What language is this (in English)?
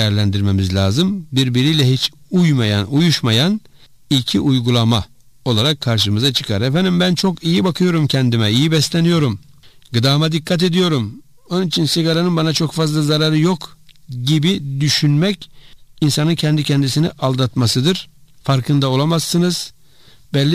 Turkish